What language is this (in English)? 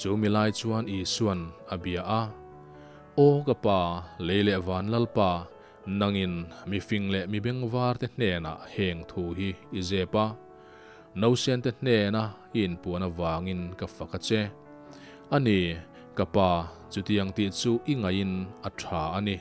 Mizo